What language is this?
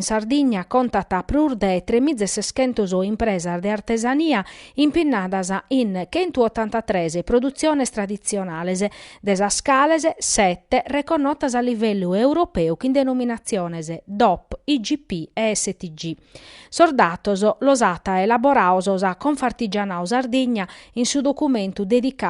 Sardinian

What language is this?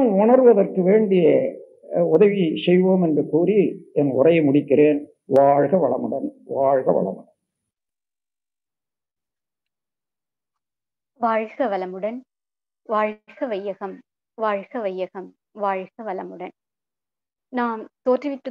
Tamil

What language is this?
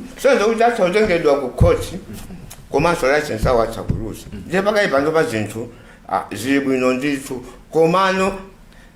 Nyanja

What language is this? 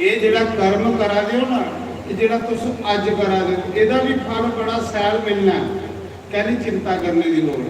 Dogri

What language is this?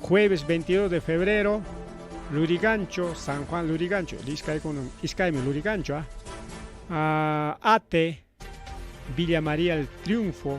Ayacucho Quechua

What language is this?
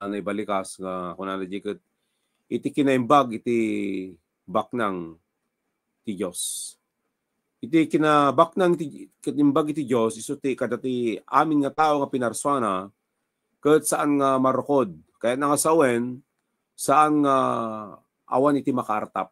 Iloko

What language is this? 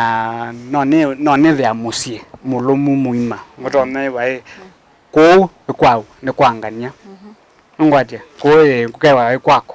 Kamba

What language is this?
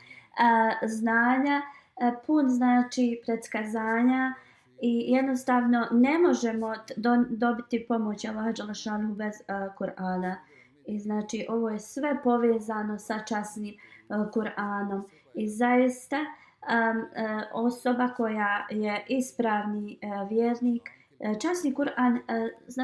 Bosnian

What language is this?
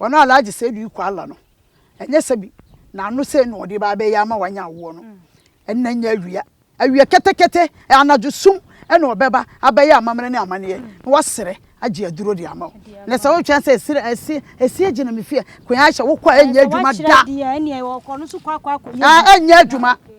Akan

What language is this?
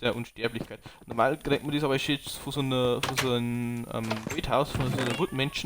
Bavarian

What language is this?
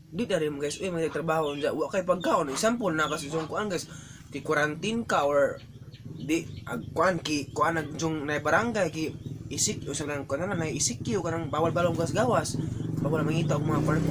Cebuano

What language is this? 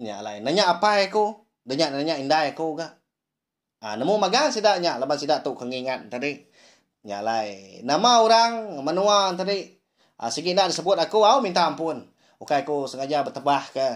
Iban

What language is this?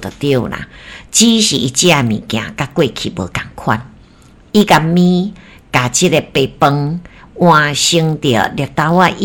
Min Nan Chinese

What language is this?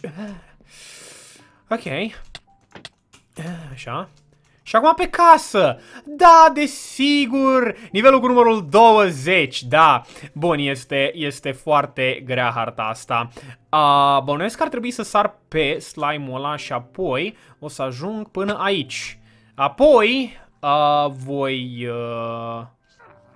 Romanian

